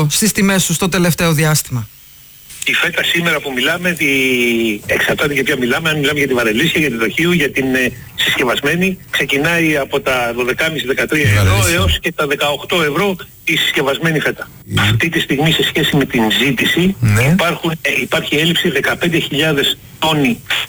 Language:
Greek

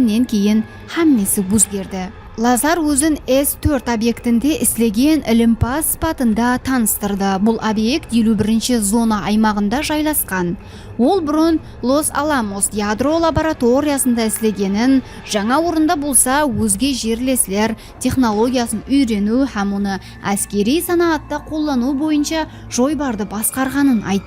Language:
Kara-Kalpak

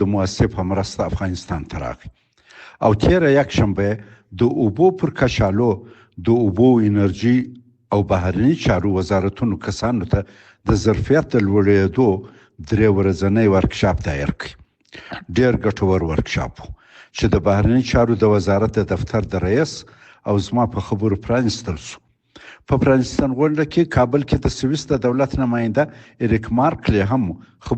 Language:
Pashto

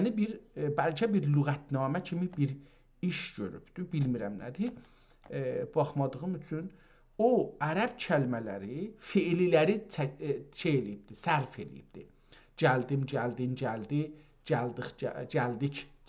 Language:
South Azerbaijani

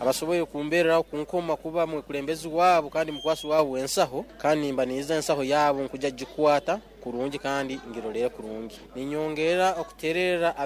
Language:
Nyoro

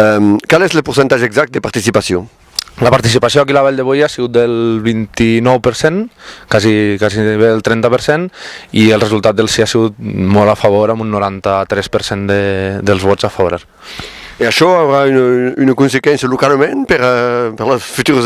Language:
Occitan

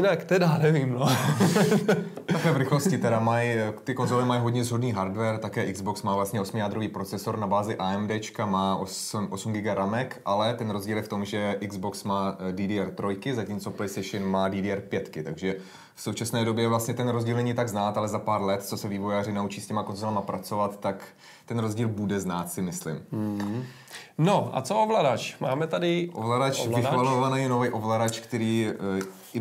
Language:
Czech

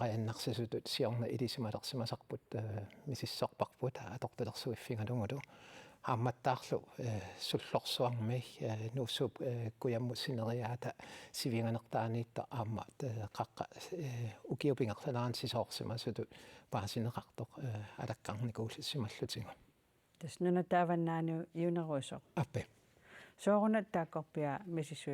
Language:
Kalaallisut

